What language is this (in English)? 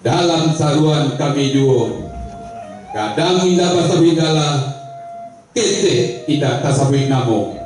Minangkabau